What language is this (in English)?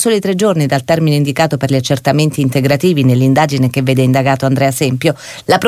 Italian